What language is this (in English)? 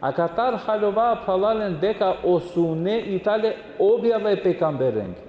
Balkan Romani